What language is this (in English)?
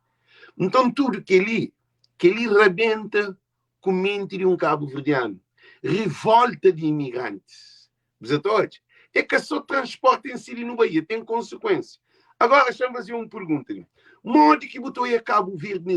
Kabuverdianu